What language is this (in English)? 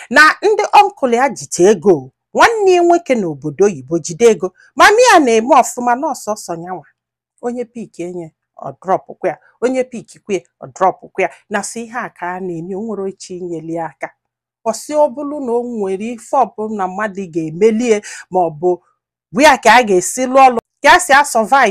Igbo